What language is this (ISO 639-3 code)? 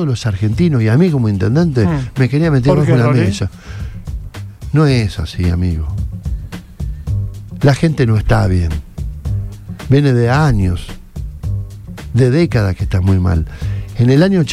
spa